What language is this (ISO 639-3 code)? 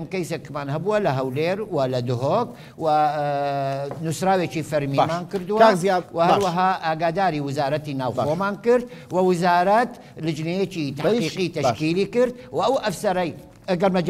ckb